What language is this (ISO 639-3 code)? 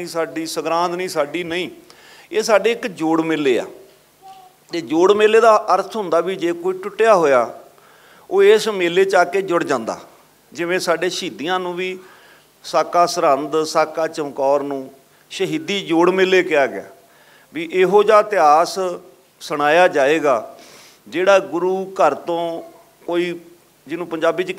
pan